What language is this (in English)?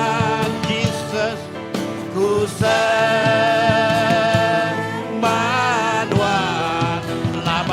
Iban